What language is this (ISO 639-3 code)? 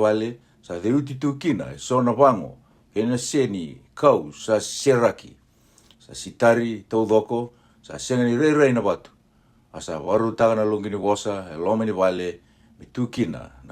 fij